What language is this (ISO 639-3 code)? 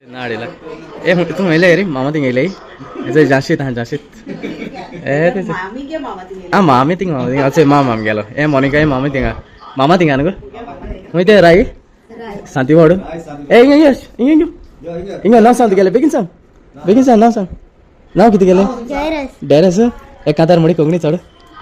kok